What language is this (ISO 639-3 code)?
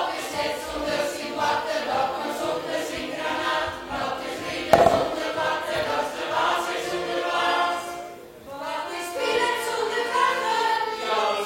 fry